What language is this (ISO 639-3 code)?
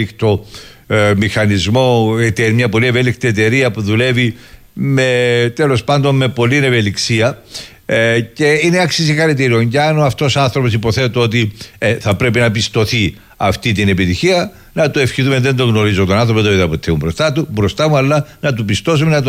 ell